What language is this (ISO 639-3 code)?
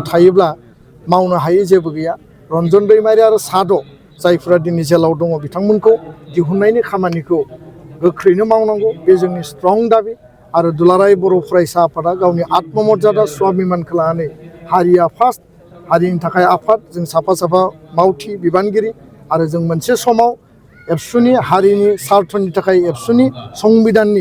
brx